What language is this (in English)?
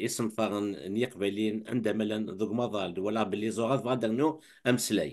Kabyle